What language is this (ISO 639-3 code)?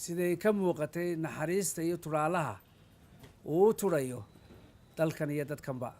som